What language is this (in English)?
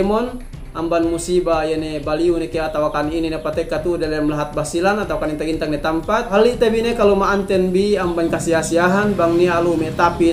Yakan